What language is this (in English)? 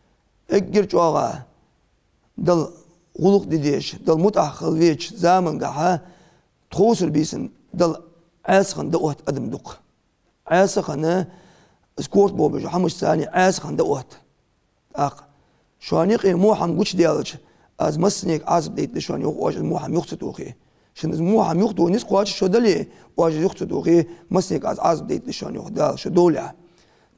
Ingush